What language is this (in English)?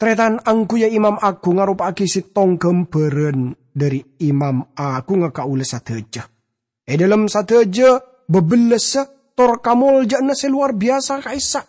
Madurese